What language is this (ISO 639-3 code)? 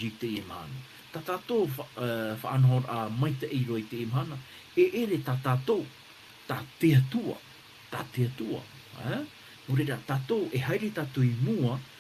tah